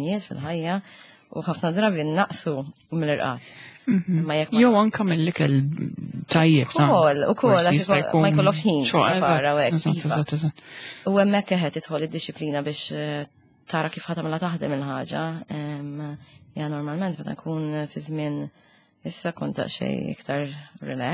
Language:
Maltese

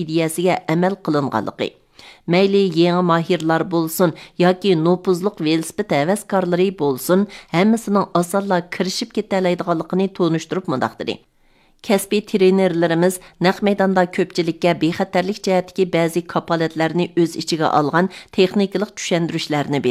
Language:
Uyghur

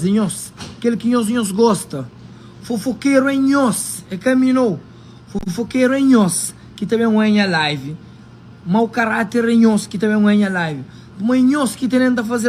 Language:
Kabuverdianu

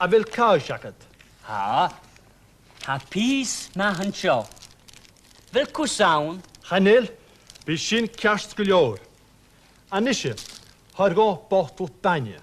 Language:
Scottish Gaelic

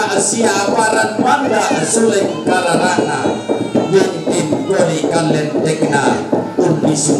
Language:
Toraja-Sa'dan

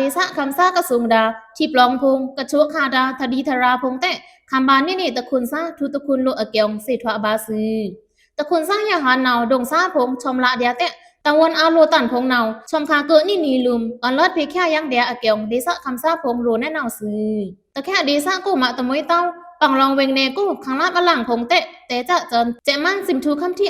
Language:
Pa'o Karen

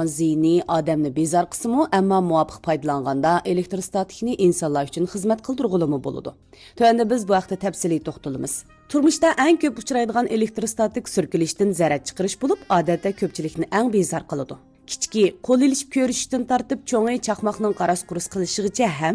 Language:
Uyghur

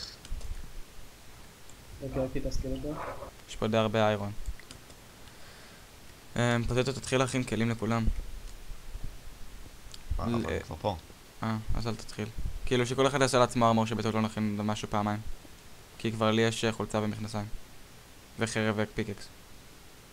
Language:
Hebrew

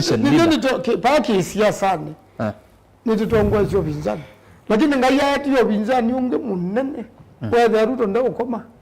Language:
Kamba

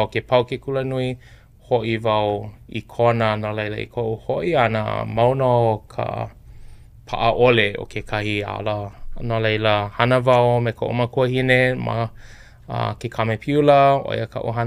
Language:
Hawaiian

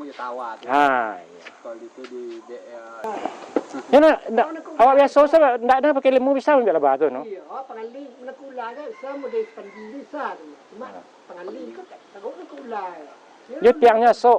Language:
Minangkabau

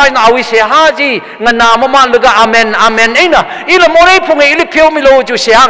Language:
Tangkhul Naga (India)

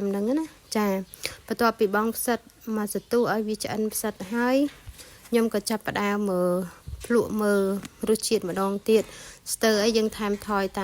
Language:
Khmer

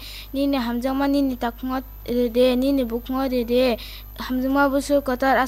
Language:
Kok Borok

